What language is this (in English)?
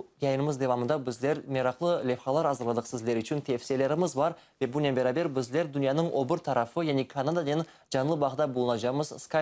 Crimean Tatar